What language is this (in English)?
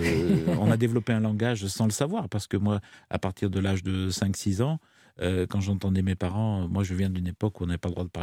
French